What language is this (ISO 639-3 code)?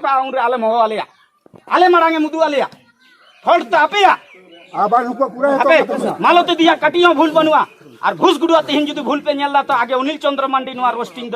sat